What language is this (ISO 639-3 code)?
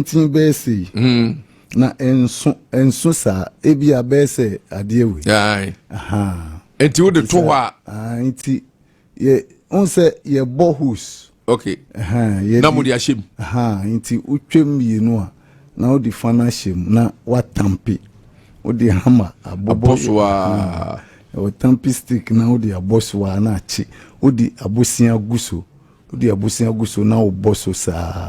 aka